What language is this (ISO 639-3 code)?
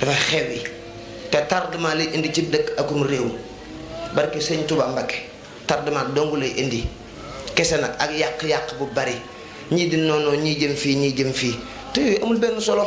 wol